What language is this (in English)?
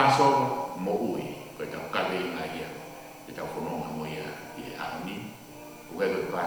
Tongan